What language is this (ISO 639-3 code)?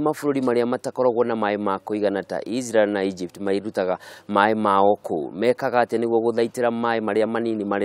kik